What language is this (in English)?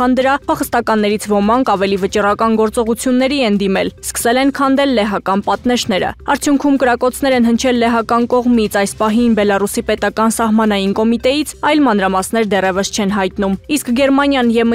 Armenian